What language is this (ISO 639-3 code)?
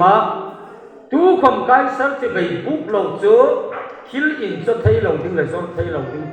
hmr